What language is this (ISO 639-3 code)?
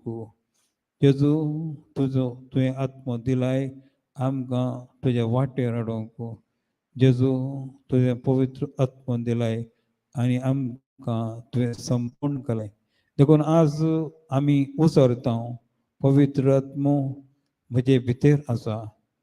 kok